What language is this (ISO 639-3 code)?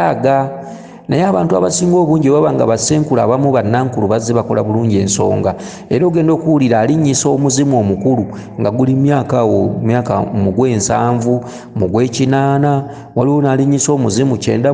lug